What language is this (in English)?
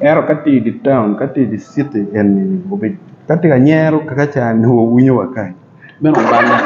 Acoli